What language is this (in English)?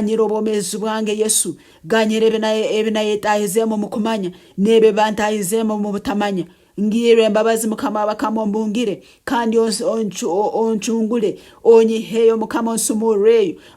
Nyankole